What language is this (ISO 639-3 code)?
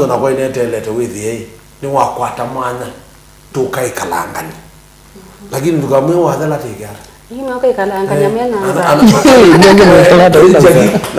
kam